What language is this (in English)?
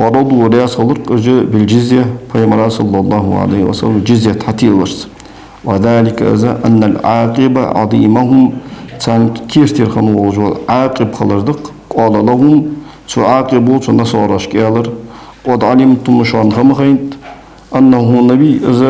Ingush